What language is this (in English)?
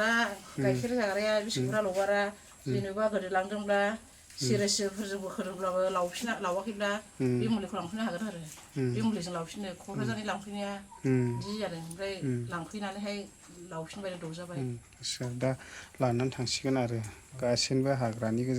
Bodo